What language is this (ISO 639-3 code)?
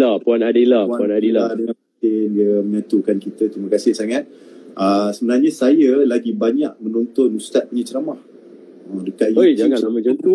msa